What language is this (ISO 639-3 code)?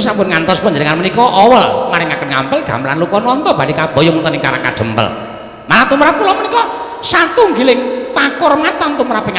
jav